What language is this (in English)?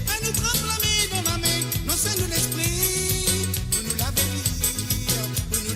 Morisyen